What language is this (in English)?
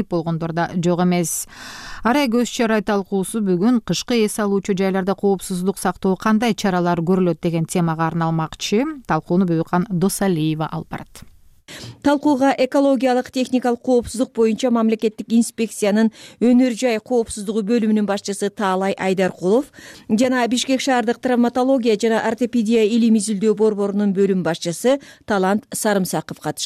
Kyrgyz